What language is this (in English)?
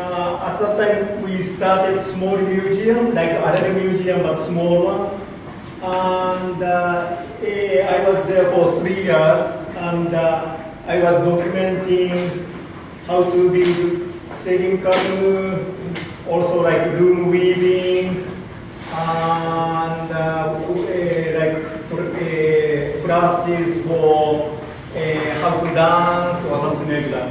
Marshallese